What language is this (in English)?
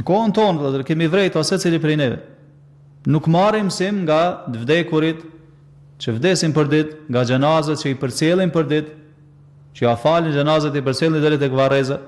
Albanian